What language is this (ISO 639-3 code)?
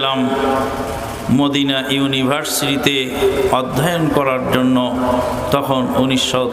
ben